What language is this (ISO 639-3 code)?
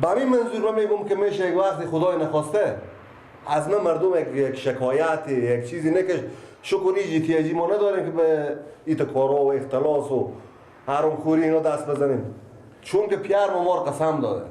fas